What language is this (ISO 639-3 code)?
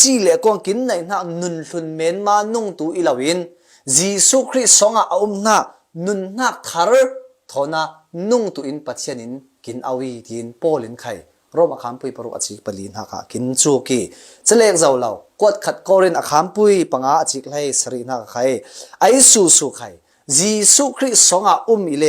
cfm